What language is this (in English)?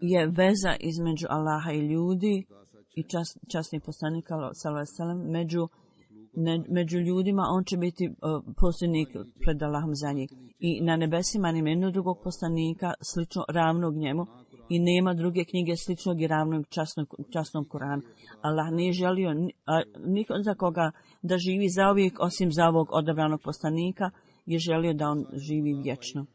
Bosnian